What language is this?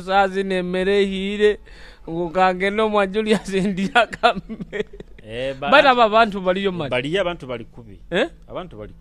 Nyoro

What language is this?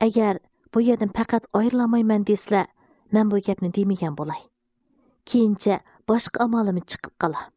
Uyghur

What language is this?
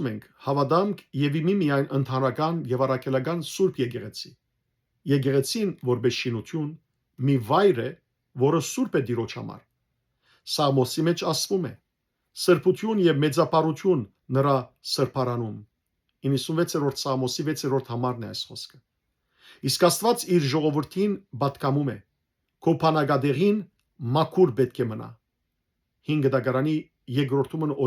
Western Armenian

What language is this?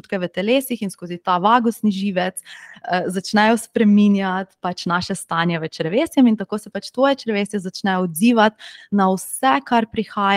Slovenian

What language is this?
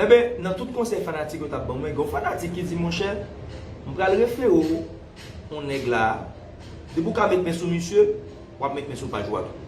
Haitian Creole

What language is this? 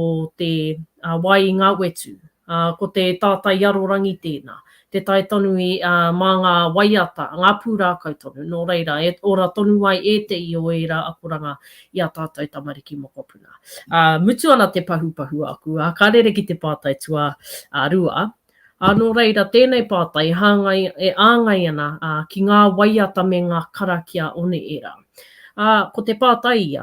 Māori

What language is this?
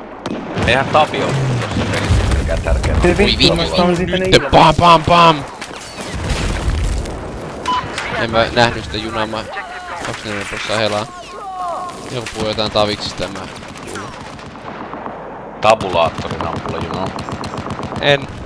Finnish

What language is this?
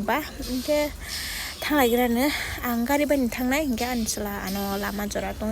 Kok Borok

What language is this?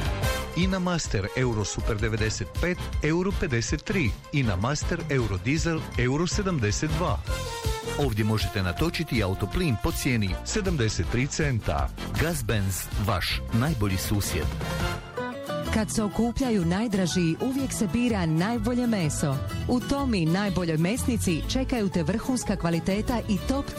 Croatian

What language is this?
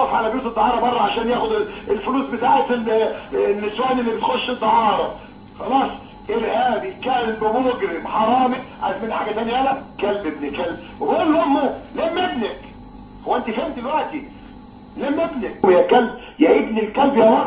Egyptian Arabic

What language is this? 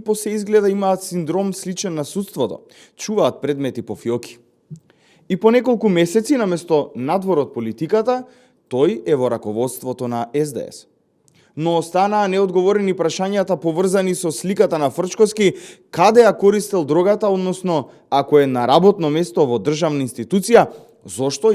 Macedonian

